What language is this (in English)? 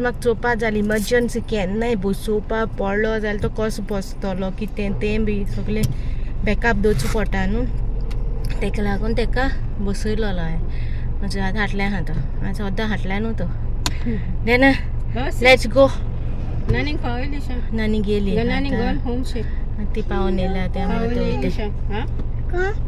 Konkani